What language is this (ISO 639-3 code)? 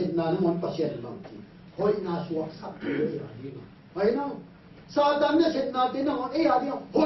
ctd